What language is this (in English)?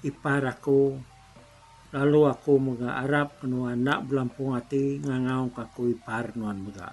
Iban